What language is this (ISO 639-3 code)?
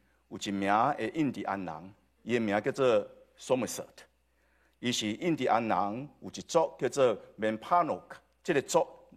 nan